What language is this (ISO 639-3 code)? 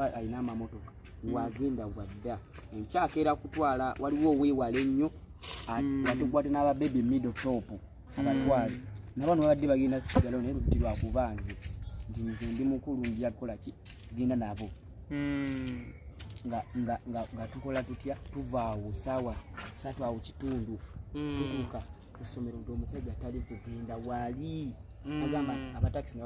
lug